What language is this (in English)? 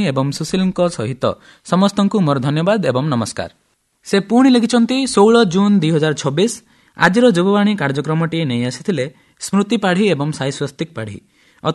Odia